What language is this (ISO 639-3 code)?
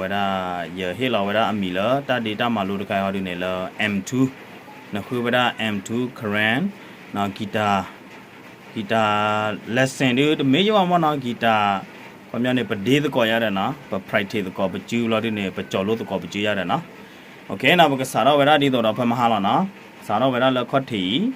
ksw